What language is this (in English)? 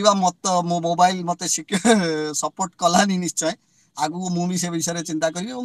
Odia